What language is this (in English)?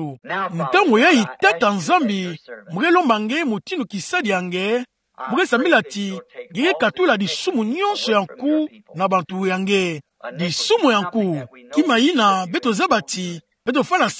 Kituba (Democratic Republic of Congo)